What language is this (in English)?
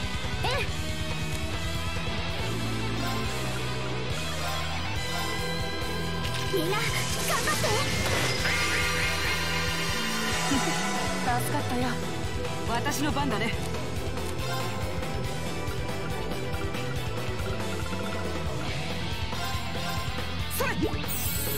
Japanese